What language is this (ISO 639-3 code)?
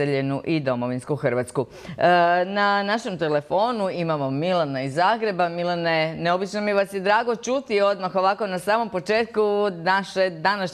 hrv